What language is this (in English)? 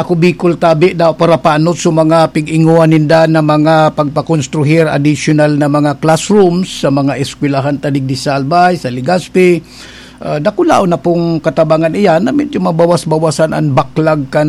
Bikol